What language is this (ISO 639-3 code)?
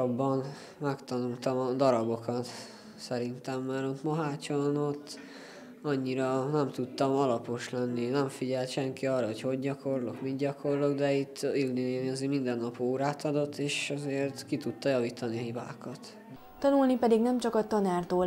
hun